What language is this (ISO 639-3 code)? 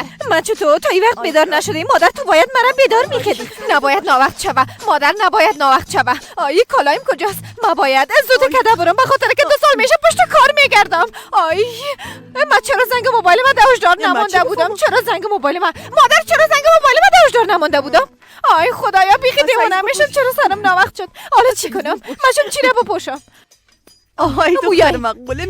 fas